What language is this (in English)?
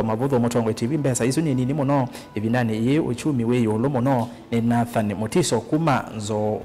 Kamba